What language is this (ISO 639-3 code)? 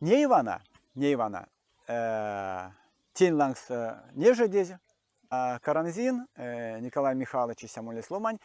myv